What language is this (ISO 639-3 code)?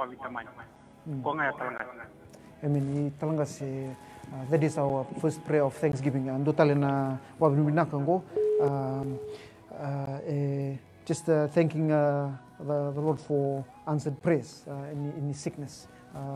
fij